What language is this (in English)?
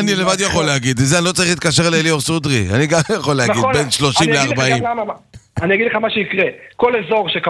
Hebrew